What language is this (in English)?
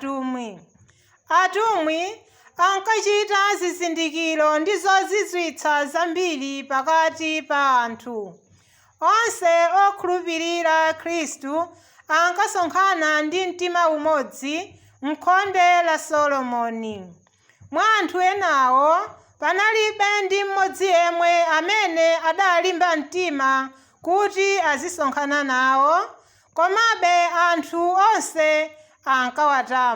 Nyanja